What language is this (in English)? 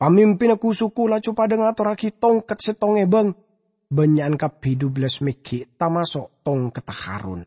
Madurese